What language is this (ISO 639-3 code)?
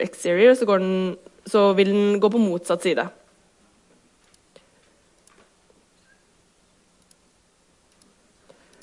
nor